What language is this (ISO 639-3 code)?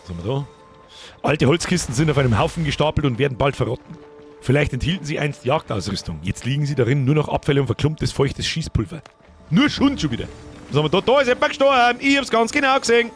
bar